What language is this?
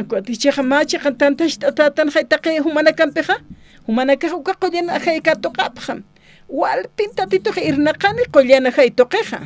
Aymara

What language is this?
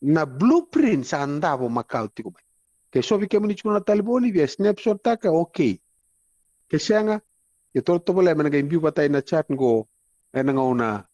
Fijian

